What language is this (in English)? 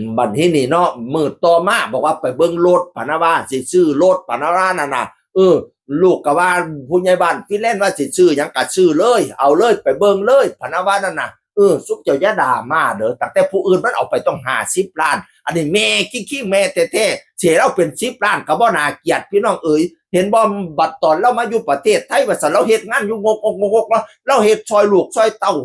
Northeastern Thai